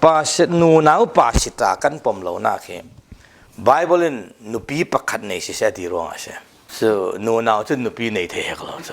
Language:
Falam Chin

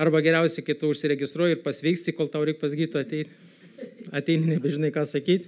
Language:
Lithuanian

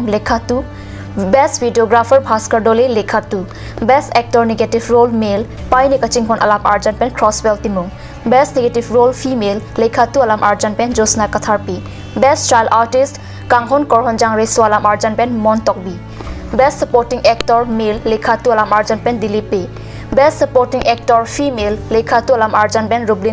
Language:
Karbi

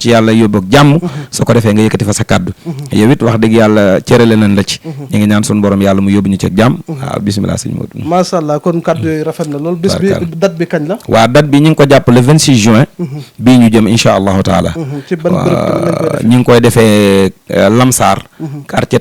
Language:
Wolof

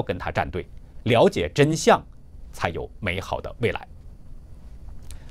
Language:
Chinese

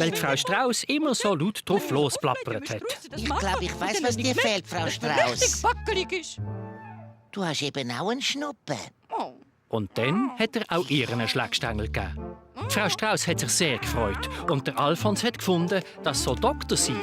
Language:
Swiss German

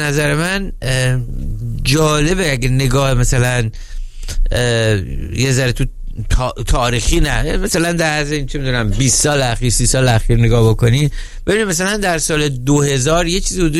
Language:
Persian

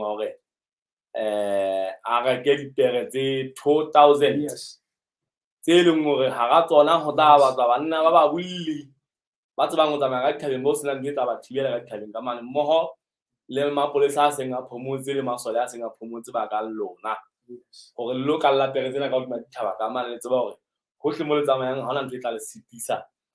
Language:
Southern Sotho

